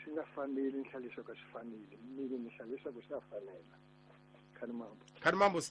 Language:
Tsonga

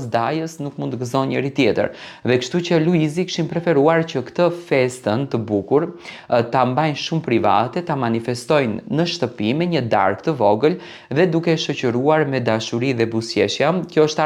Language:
Albanian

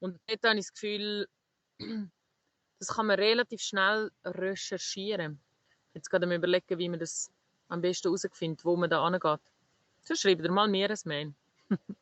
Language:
Swiss German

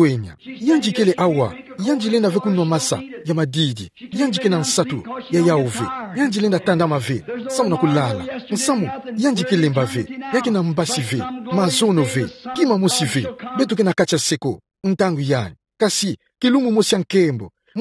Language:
Kituba (Democratic Republic of Congo)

